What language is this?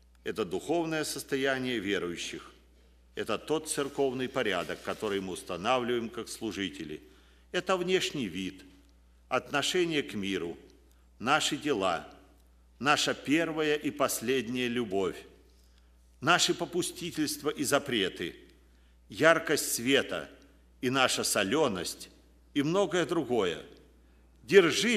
Russian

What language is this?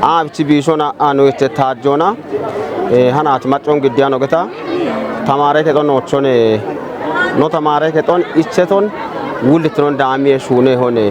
Kafa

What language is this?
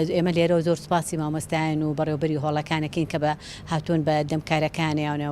Central Kurdish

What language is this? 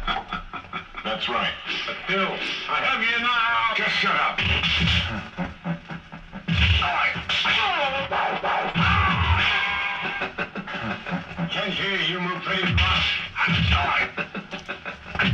English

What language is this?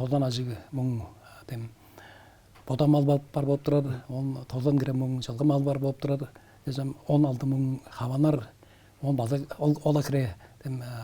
Tuvinian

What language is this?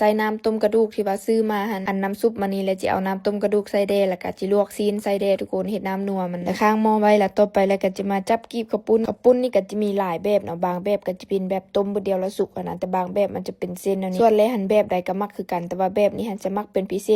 Lao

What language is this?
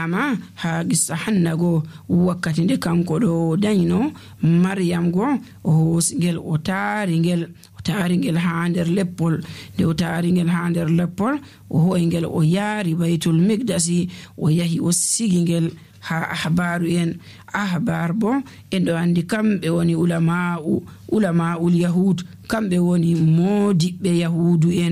Nigerian Fulfulde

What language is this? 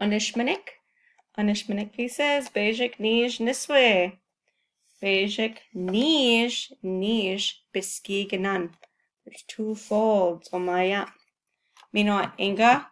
Chippewa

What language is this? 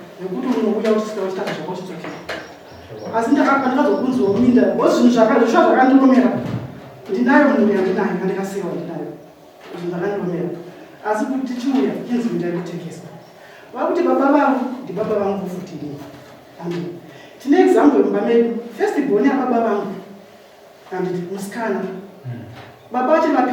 Shona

